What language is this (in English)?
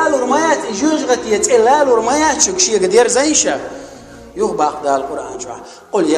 Chechen